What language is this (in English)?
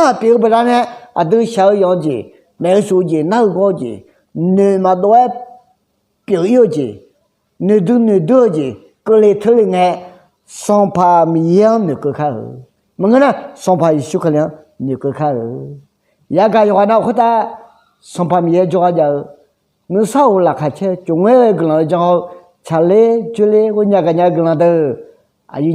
Akha